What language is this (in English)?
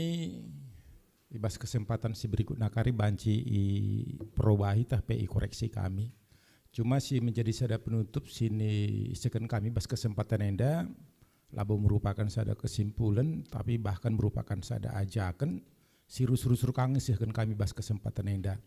Batak Karo